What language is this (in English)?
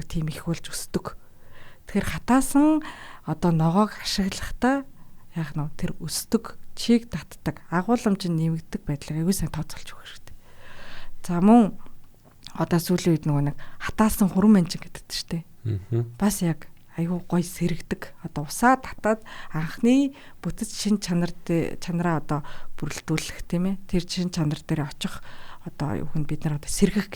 Mongolian